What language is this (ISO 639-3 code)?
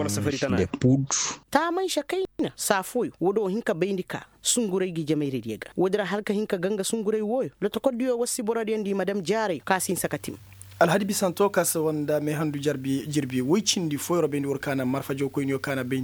ses